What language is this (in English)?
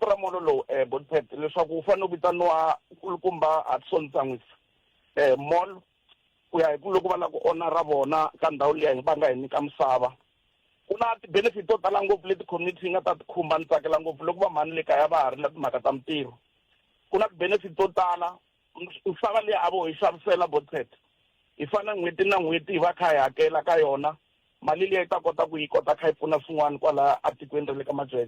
Tsonga